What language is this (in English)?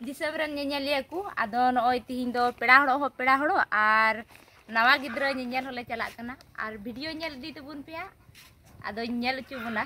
Santali